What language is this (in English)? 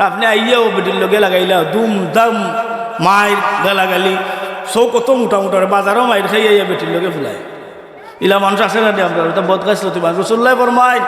Sylheti